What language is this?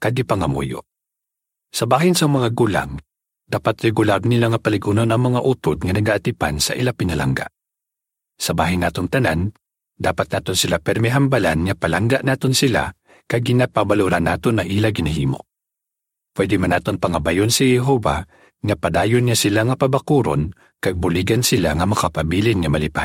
Hiligaynon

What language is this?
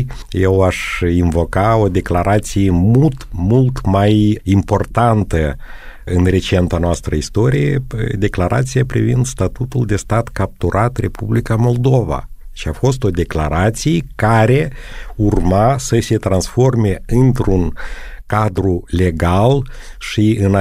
Romanian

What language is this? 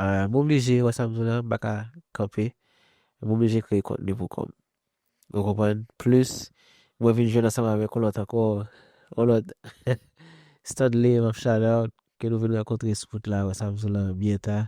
Haitian Creole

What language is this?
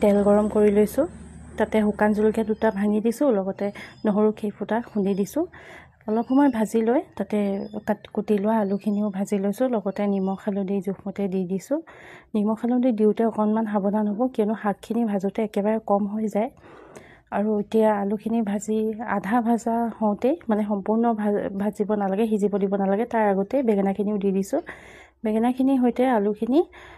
Assamese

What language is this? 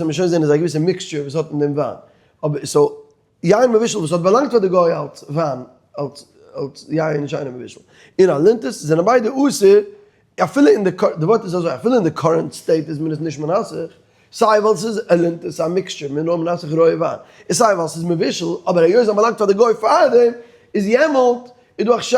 Yiddish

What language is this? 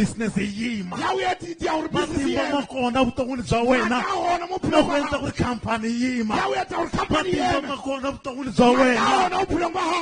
Tsonga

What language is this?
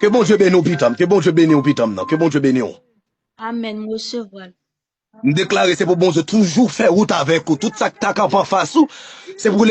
Haitian Creole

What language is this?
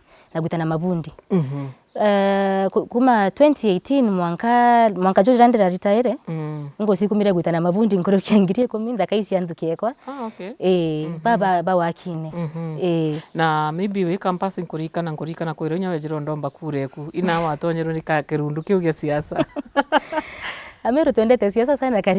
Meru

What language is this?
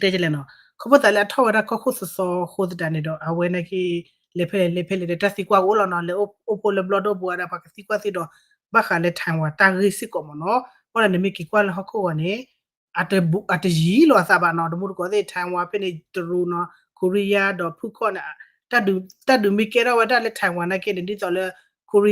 S'gaw Karen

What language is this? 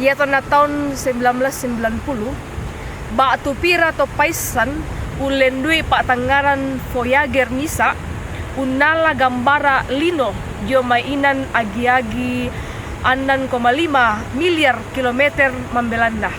Toraja-Sa'dan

